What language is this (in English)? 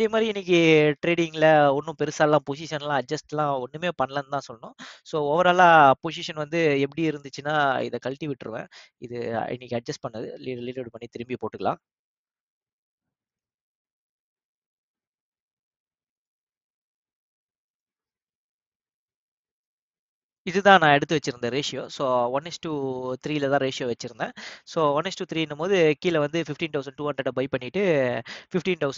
Tamil